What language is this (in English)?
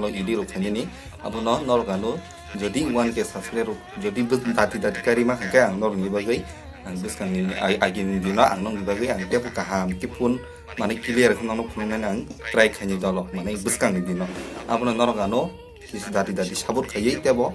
Kok Borok